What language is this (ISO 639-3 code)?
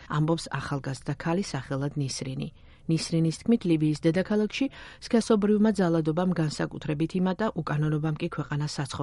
kat